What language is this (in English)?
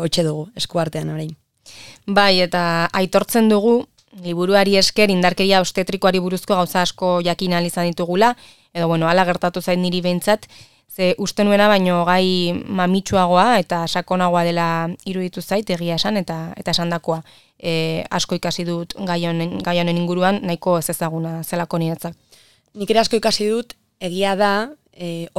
Basque